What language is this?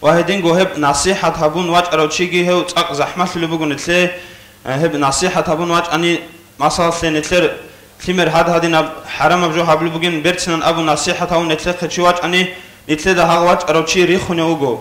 Avaric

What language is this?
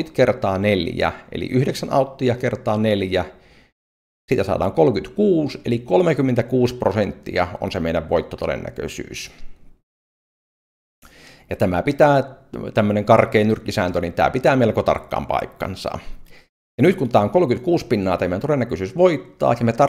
Finnish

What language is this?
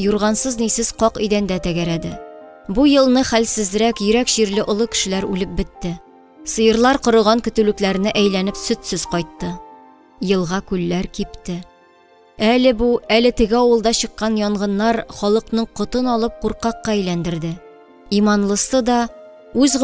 Tatar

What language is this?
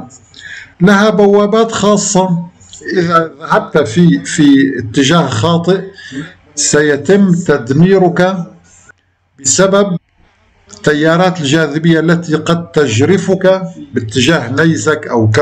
Arabic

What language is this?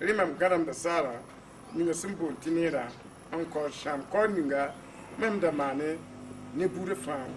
Mossi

